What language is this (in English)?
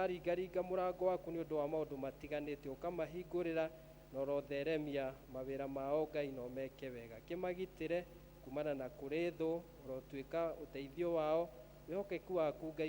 Kikuyu